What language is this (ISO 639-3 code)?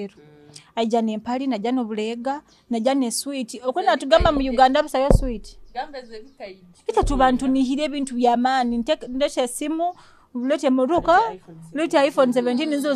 nyo